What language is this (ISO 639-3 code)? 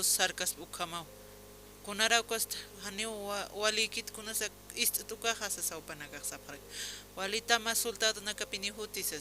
aym